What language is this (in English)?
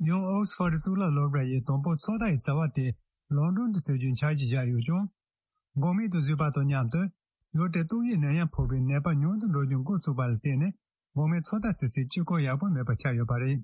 Tibetan